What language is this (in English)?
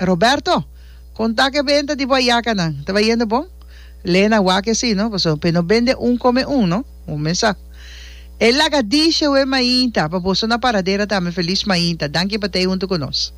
Papiamento